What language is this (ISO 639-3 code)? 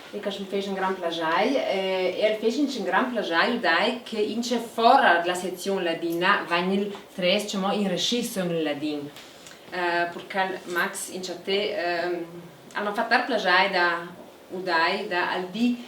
lld